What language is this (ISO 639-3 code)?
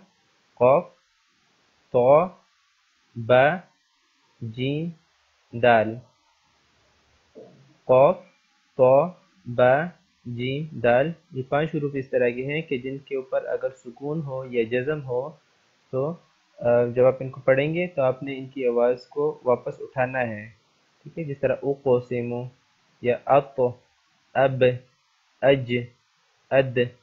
urd